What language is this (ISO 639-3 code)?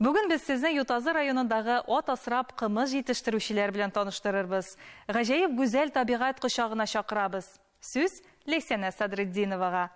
tat